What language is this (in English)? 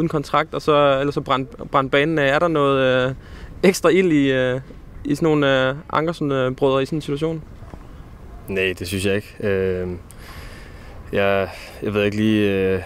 Danish